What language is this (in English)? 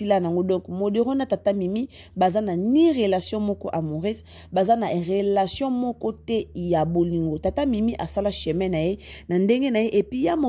Lingala